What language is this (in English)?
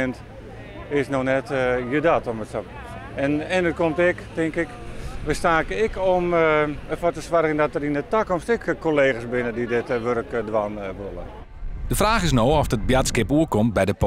Western Frisian